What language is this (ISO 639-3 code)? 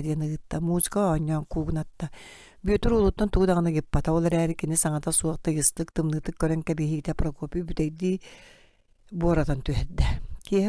sah